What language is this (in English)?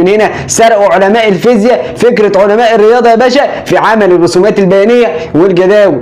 Egyptian Arabic